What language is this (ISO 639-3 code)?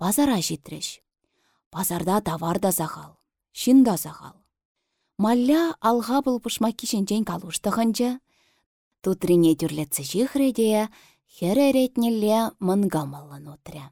chv